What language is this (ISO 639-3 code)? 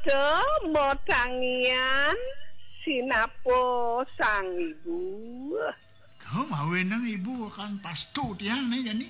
ban